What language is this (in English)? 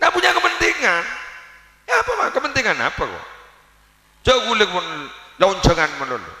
Madurese